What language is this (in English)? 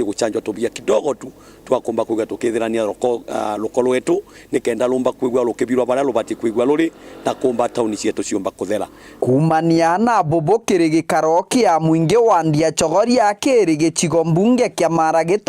Meru